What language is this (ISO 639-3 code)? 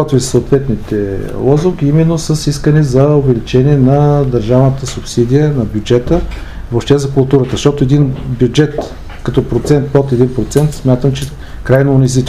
bul